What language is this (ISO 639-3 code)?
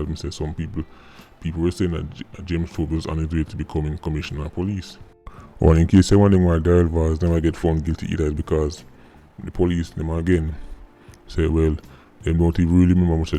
jam